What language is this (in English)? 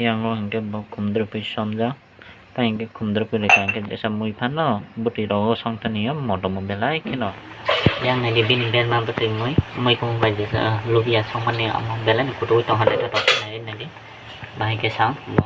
Kok Borok